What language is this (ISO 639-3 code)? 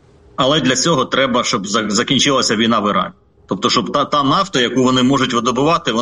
ukr